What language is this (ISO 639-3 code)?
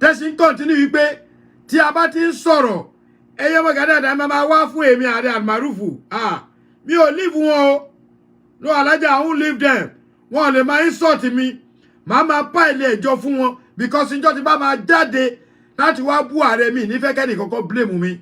yor